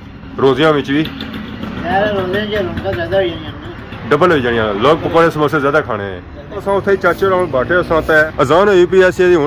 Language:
Pahari-Potwari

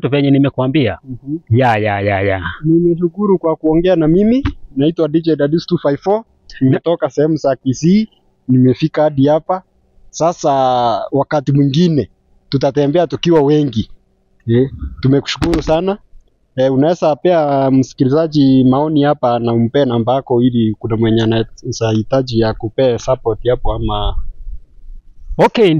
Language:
Swahili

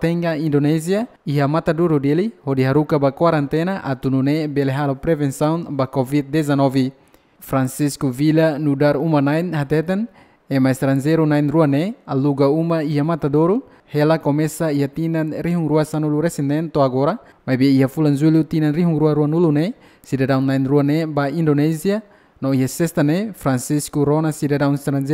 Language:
Tetum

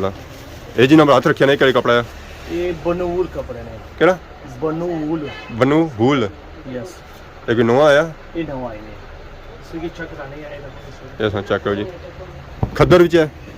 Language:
Pahari-Potwari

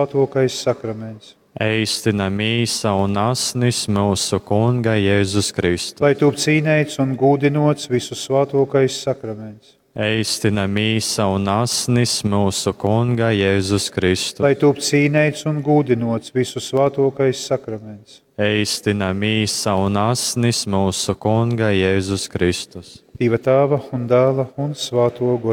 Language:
Latgalian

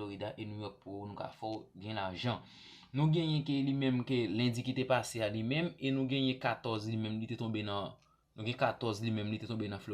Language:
Haitian Creole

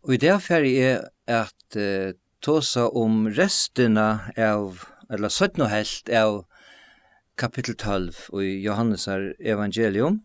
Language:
Faroese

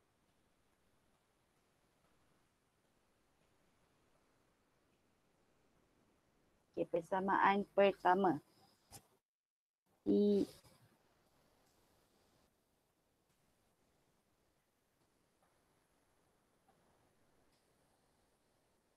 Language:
Malay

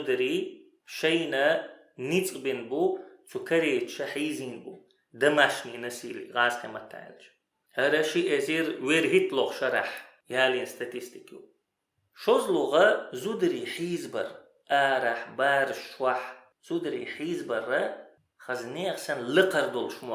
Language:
Chechen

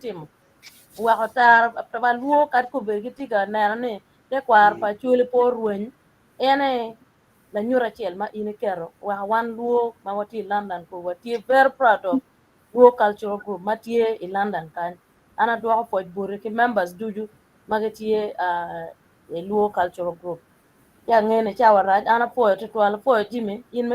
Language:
Acoli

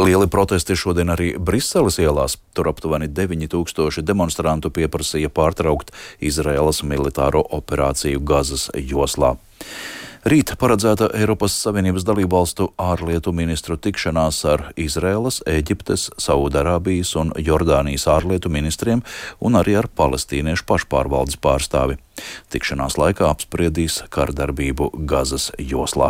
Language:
Latvian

